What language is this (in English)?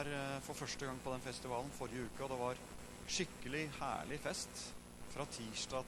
Norwegian